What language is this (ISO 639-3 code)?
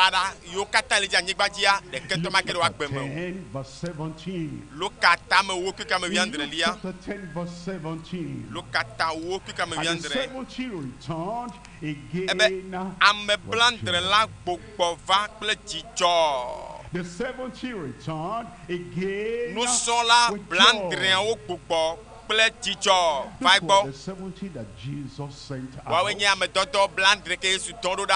ewe